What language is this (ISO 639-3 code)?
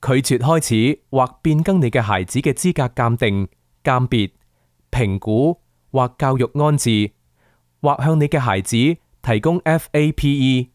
yue